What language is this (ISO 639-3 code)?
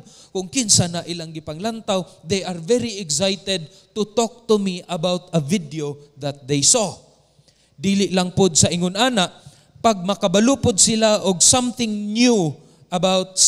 ceb